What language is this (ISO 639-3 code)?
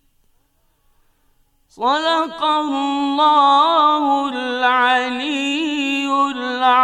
bos